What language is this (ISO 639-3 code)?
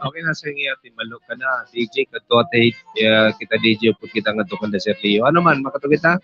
war